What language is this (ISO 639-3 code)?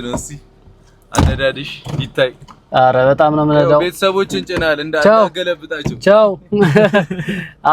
amh